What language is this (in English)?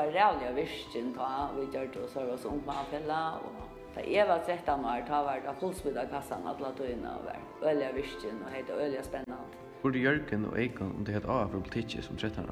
Faroese